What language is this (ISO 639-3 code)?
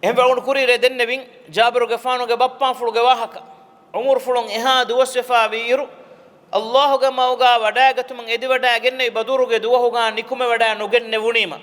div